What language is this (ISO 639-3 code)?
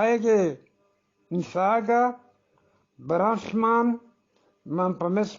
bgp